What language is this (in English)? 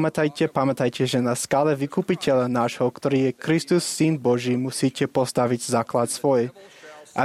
Slovak